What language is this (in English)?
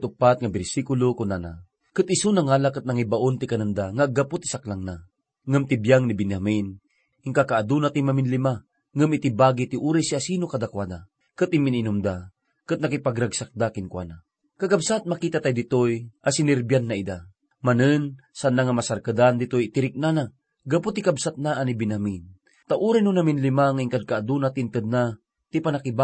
Iloko